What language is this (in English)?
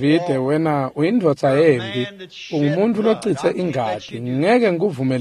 Swati